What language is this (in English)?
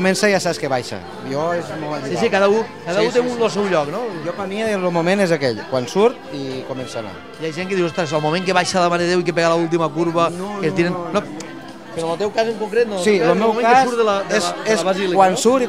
Catalan